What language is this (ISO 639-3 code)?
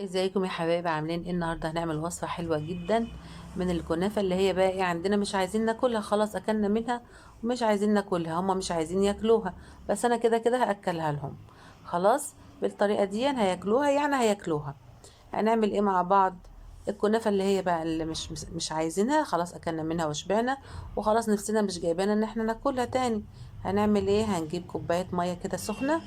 arz